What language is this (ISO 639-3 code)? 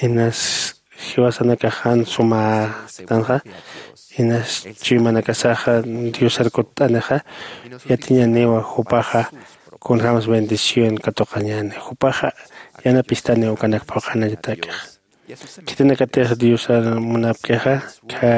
aym